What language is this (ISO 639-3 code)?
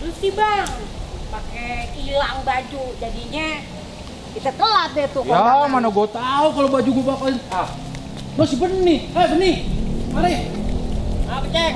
bew